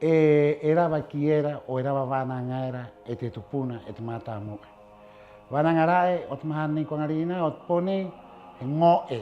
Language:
Rapanui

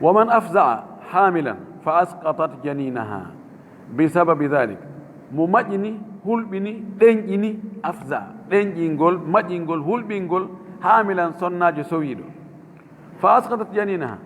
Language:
Fula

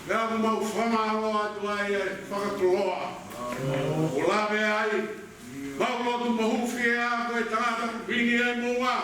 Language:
Tongan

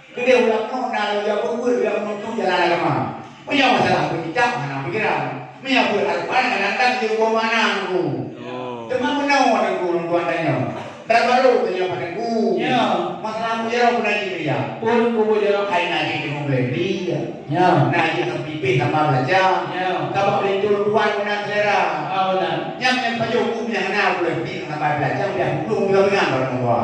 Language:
Achinese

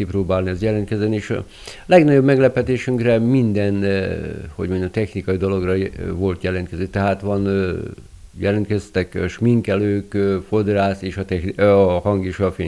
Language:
Hungarian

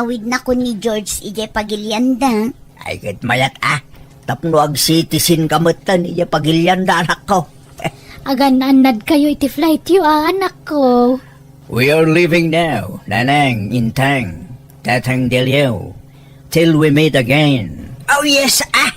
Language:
Iloko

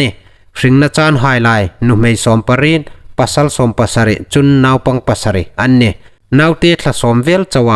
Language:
Hmar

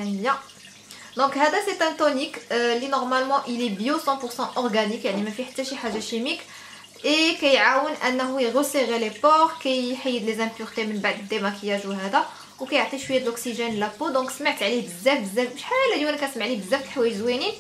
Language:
Moroccan Arabic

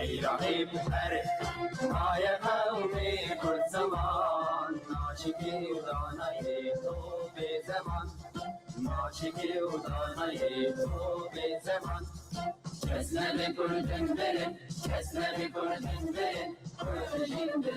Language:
Kurdish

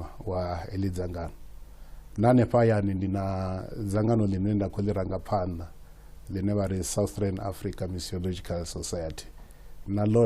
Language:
Venda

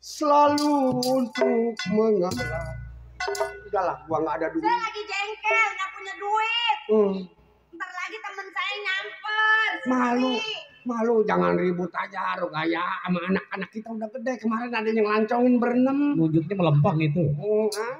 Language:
Betawi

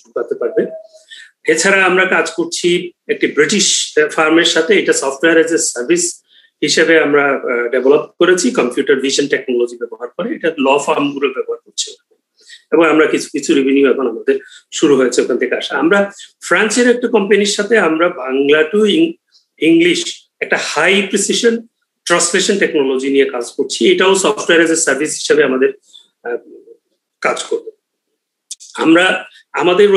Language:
Bangla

